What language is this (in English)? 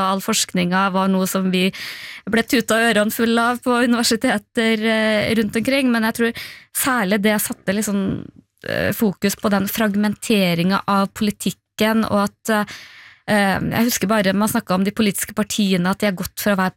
Norwegian